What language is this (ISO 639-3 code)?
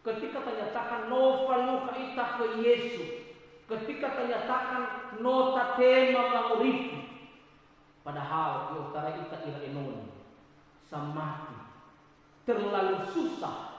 nia